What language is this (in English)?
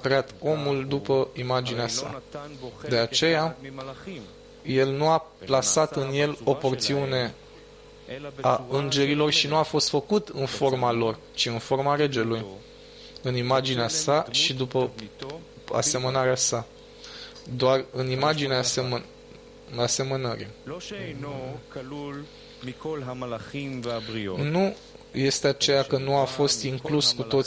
Romanian